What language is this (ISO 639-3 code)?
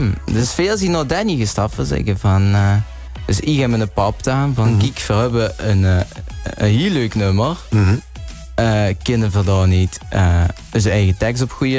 lim